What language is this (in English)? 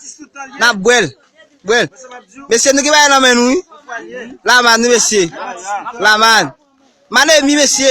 Haitian Creole